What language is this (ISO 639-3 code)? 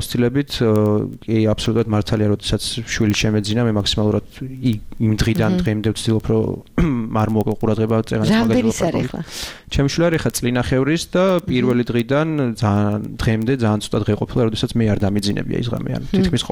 kat